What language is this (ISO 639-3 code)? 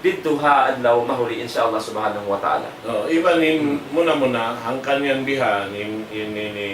tsg